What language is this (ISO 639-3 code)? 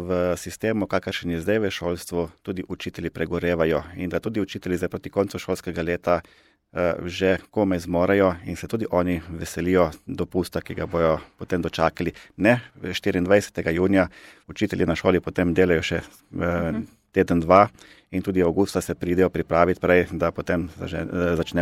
slv